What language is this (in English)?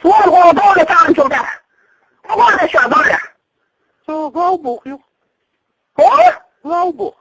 Chechen